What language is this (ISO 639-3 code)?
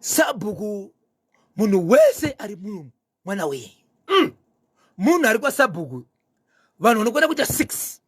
sna